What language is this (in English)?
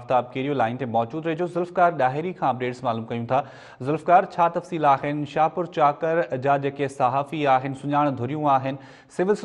Sindhi